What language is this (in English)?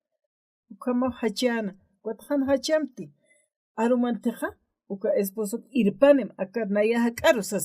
Aymara